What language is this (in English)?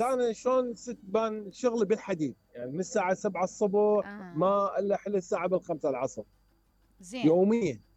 Mesopotamian Arabic